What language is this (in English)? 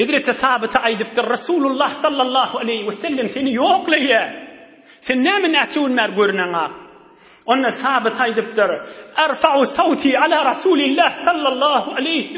Turkmen